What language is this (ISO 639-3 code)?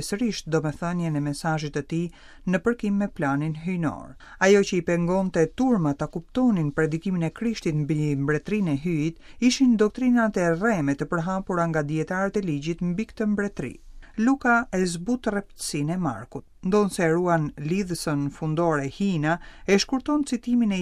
sqi